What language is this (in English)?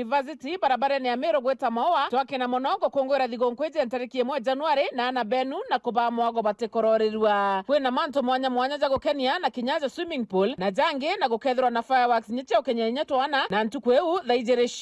Meru